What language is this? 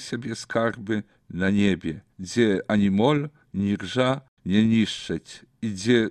Belarusian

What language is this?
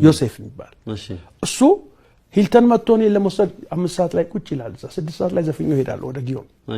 Amharic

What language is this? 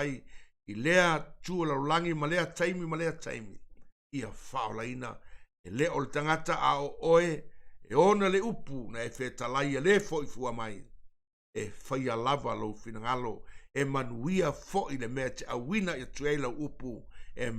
Samoan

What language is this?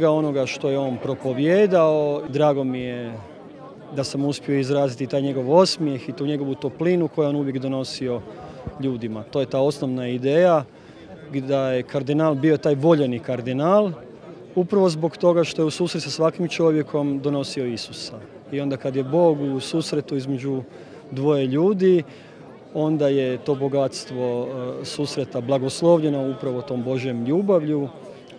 Croatian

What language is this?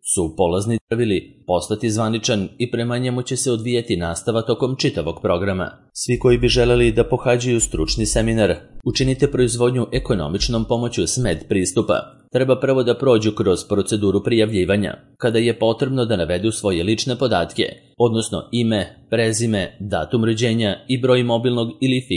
Serbian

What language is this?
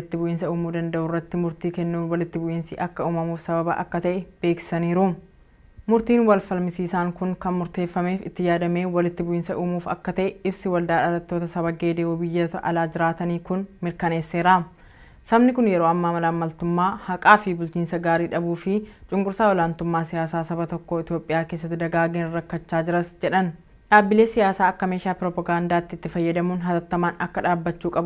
Oromo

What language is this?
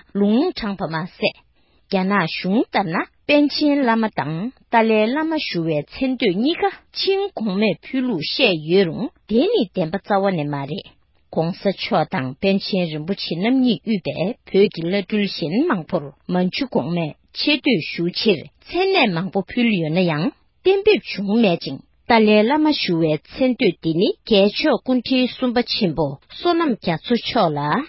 Tibetan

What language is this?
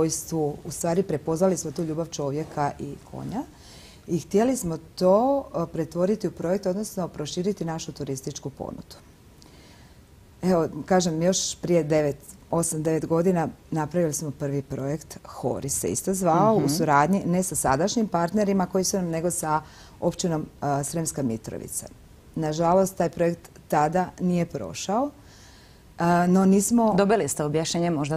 Croatian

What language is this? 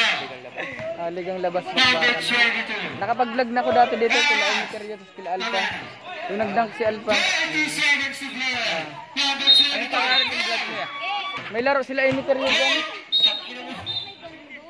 Filipino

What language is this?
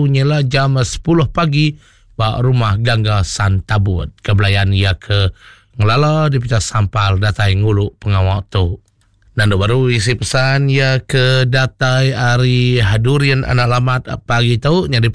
Iban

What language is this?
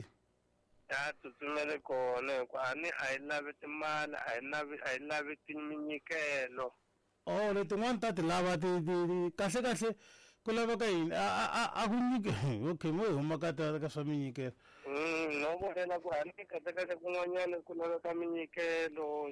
Tsonga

